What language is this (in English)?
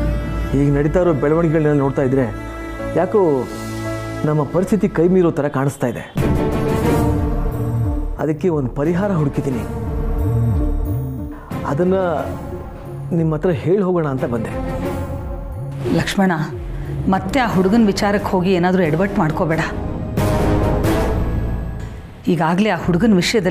Kannada